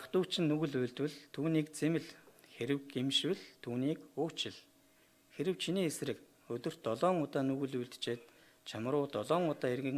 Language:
Mongolian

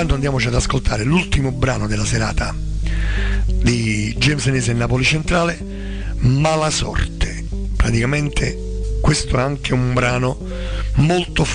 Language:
Italian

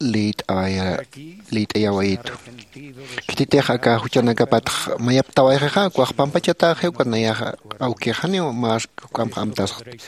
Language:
Aymara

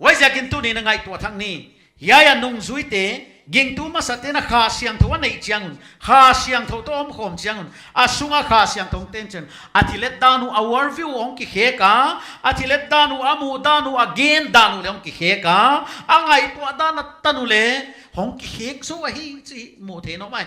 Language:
Paite Chin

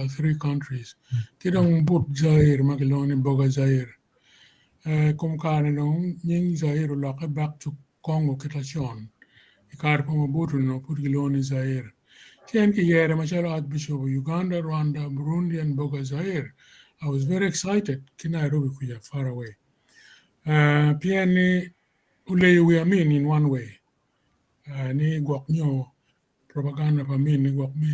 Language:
Acoli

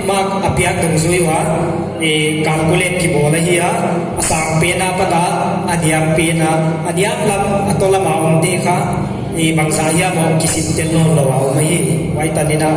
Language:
Paite Chin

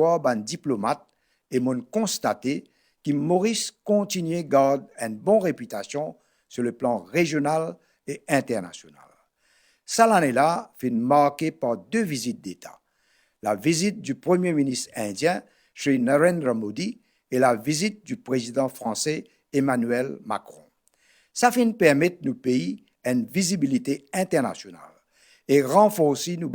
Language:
Morisyen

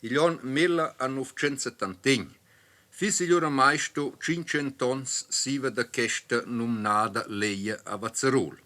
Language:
Romansh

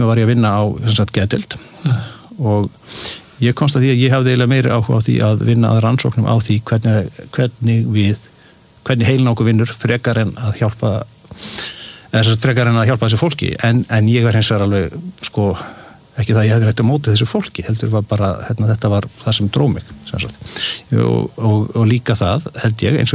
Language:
Icelandic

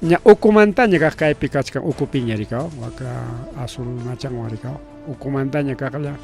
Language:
Ayacucho Quechua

